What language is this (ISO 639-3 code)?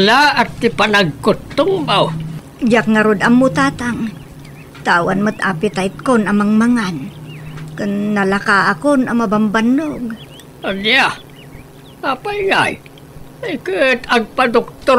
ilo